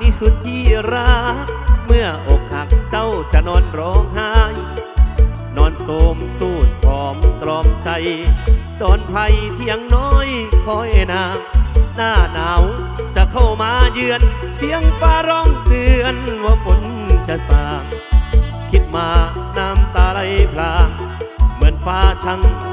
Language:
Thai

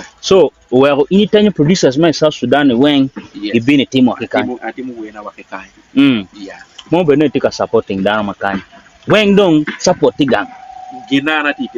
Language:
Acoli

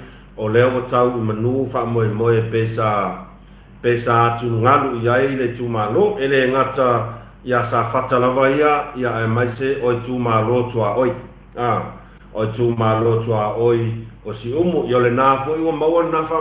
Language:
Samoan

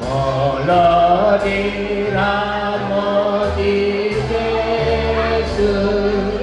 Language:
Batak Toba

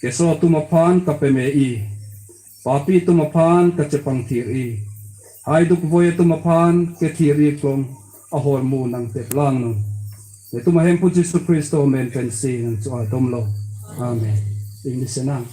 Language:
Karbi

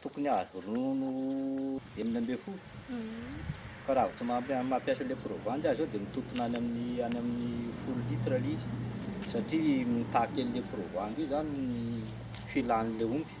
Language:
Malagasy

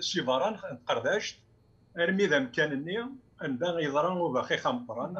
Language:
Kabyle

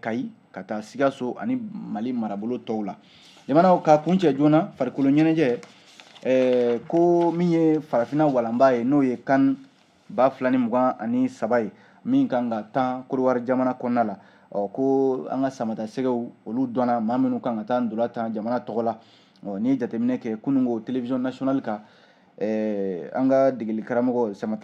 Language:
Bambara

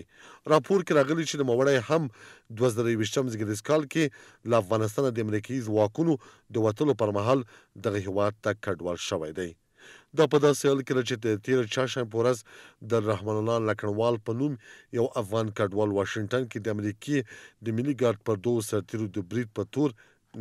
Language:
Pashto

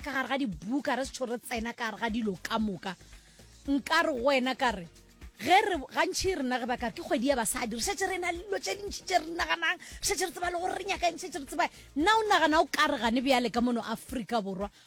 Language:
Northern Sotho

